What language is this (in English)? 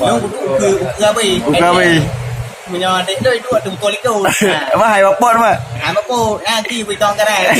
Achinese